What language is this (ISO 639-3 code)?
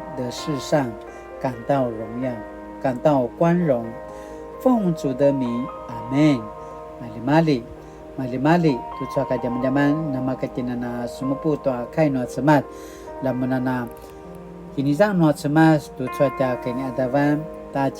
pwn